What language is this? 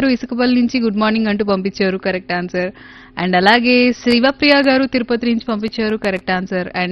Telugu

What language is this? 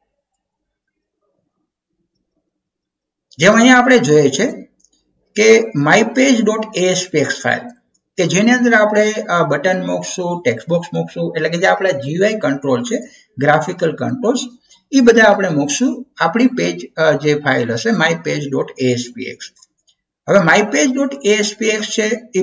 Gujarati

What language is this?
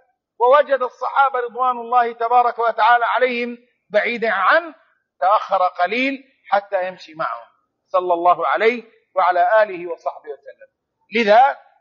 Arabic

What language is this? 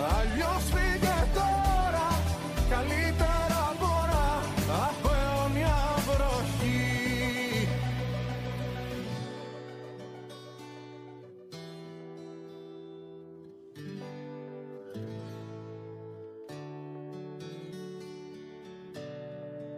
Greek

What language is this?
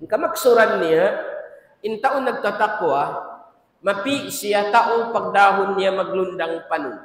Tausug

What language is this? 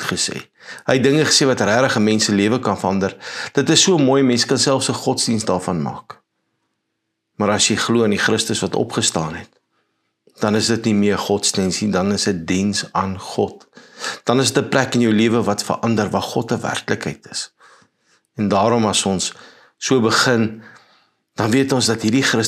Afrikaans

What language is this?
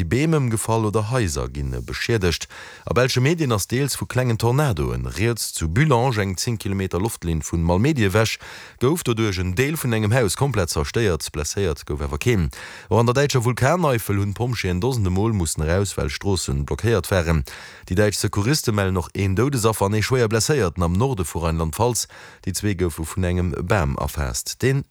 Luxembourgish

